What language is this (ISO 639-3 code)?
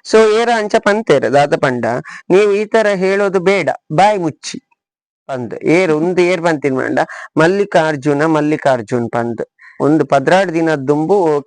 tcy